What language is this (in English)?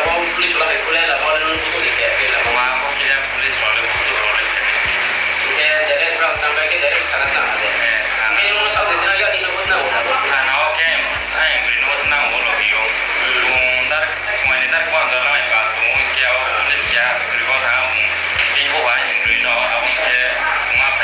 Riang (India)